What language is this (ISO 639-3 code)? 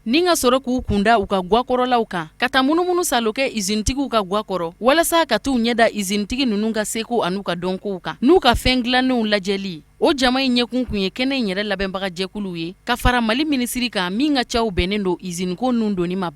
bam